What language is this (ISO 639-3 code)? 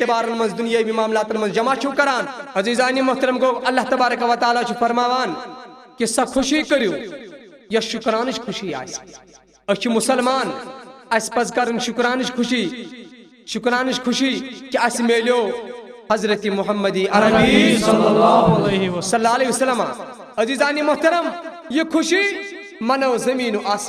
kas